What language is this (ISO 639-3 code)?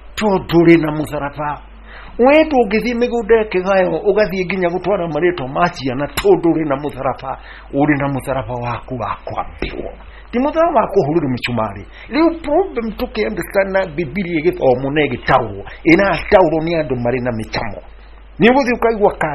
kik